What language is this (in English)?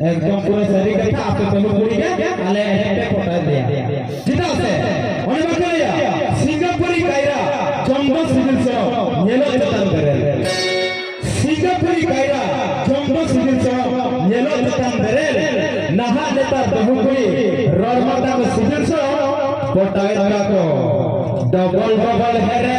Santali